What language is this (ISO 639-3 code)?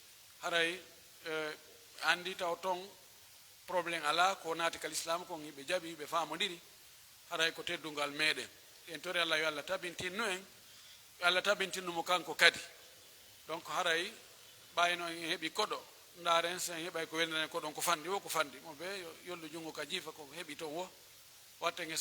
fuf